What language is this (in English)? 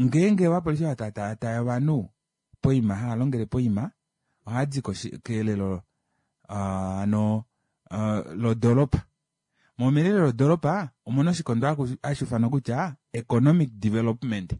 Kuanyama